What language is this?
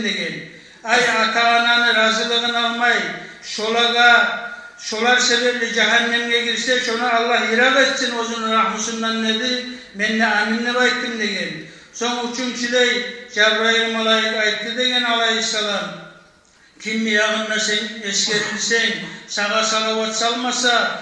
Kumyk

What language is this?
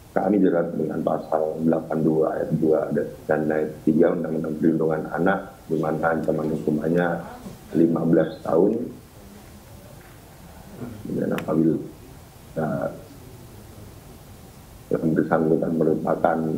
Indonesian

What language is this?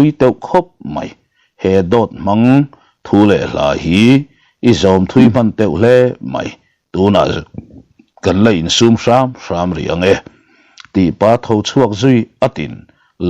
Mizo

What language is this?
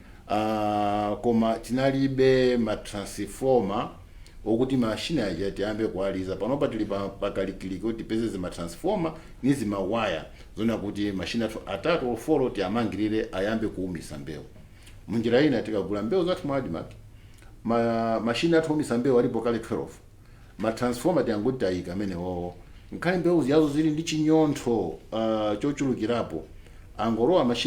Nyanja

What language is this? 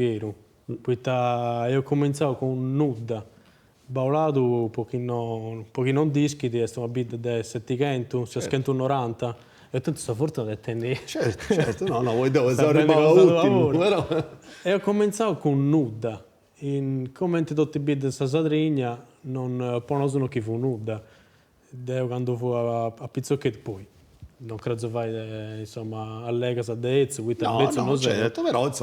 Sardinian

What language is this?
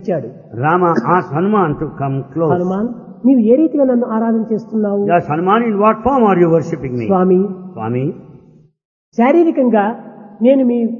Telugu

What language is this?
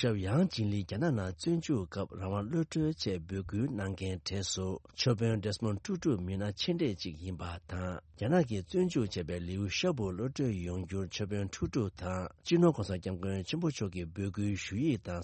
Tibetan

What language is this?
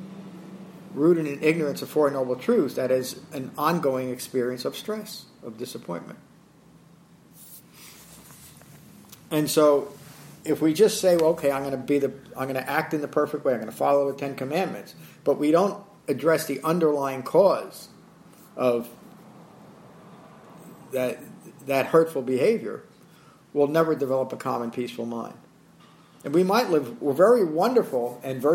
English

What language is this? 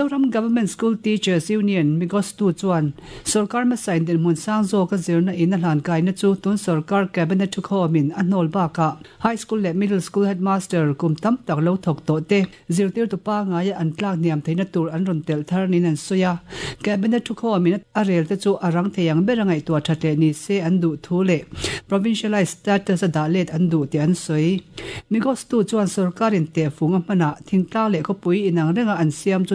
Mizo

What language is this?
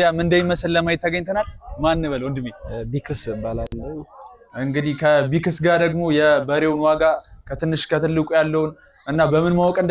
Amharic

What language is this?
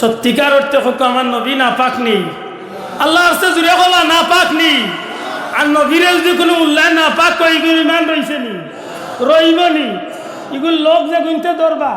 Sylheti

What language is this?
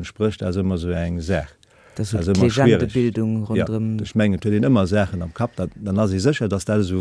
Luxembourgish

